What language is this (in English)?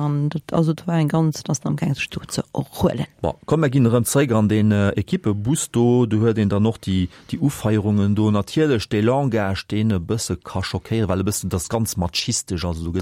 Luxembourgish